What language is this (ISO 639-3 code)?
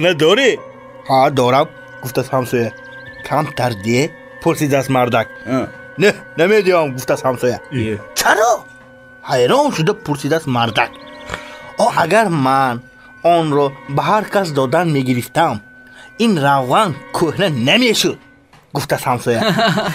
tgk